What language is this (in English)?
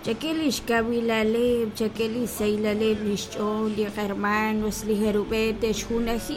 Kekchí